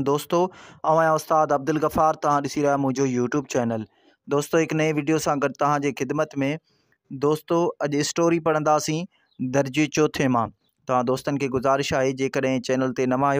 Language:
Sindhi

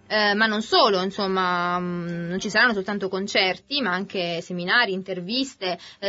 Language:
Italian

